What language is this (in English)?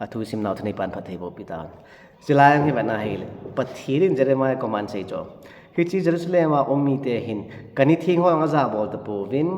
Thado Chin